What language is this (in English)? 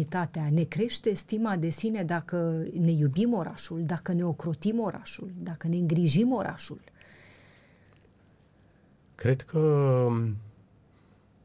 Romanian